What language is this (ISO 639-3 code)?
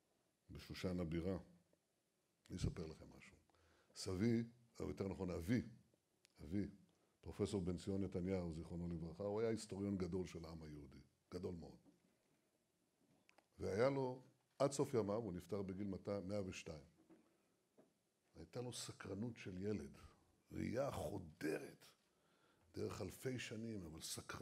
heb